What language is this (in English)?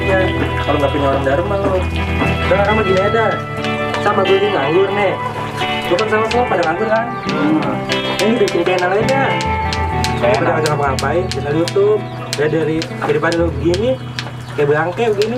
Betawi